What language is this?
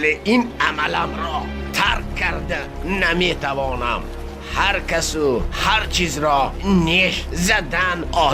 Tajik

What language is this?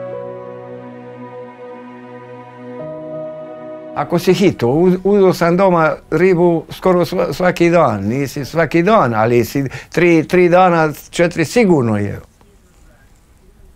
Croatian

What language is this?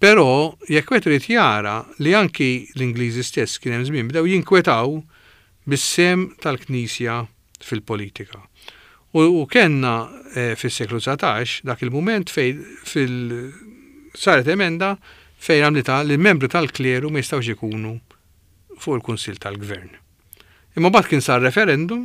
Maltese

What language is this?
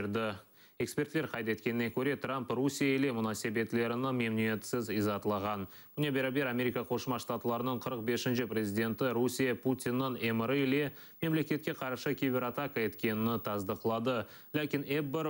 Crimean Tatar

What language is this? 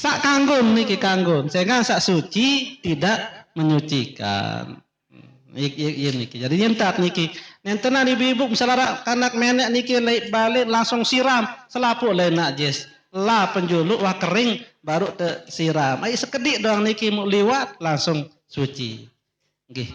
Sasak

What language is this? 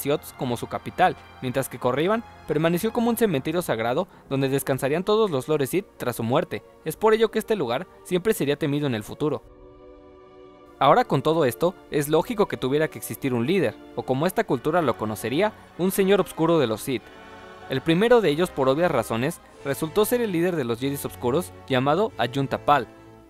Spanish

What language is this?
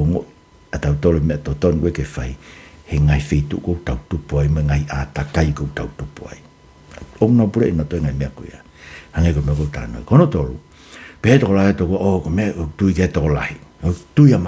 Tongan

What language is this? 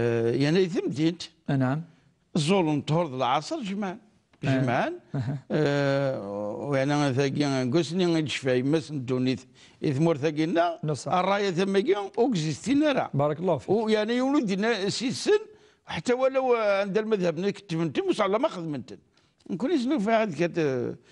Kabyle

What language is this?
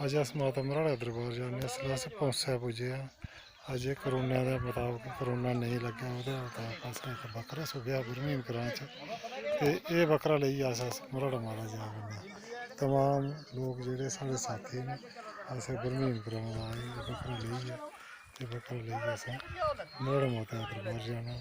Dogri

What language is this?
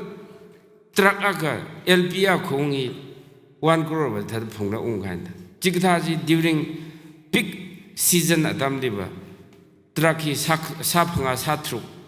Tangkhul Naga (India)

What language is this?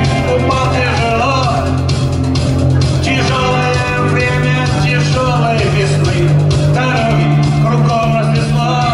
Russian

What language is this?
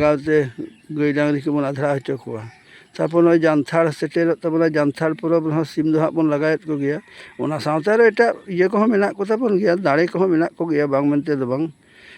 Santali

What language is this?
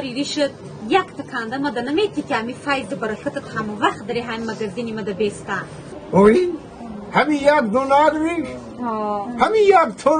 Tajik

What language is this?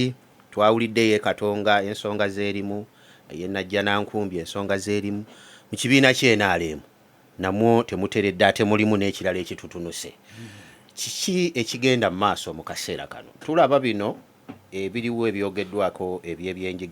Ganda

